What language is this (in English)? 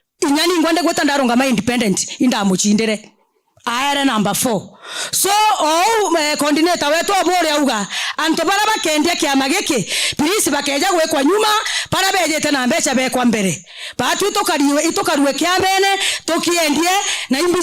Meru